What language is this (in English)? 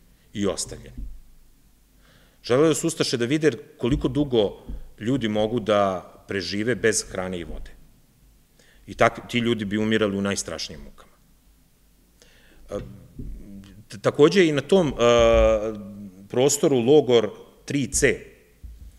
Serbian